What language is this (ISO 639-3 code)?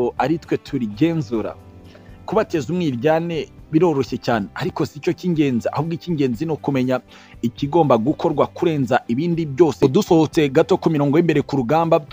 kin